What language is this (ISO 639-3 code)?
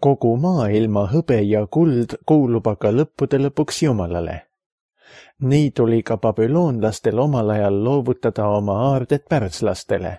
est